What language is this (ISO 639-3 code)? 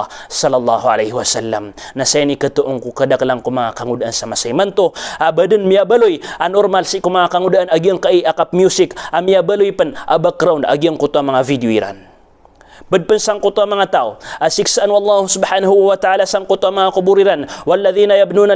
mrw